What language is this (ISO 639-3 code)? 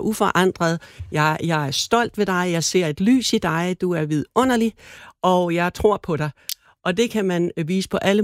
dan